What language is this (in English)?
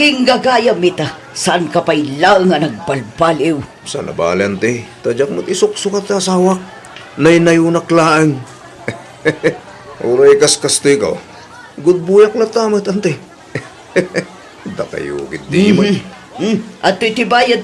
Iloko